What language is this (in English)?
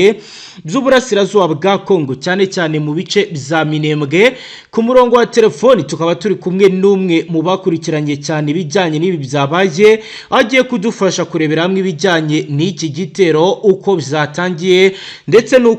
Kinyarwanda